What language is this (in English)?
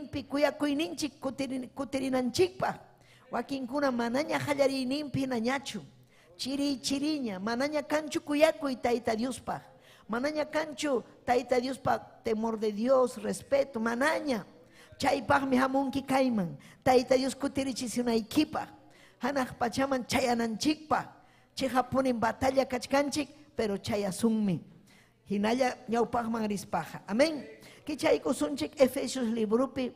Ayacucho Quechua